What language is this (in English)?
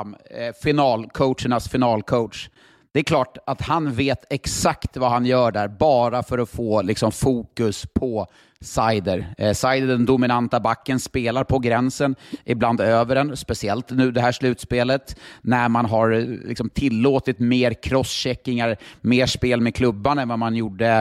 Swedish